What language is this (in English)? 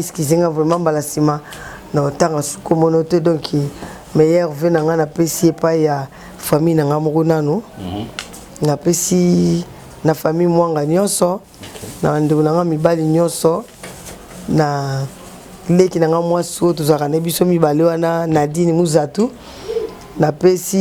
Lingala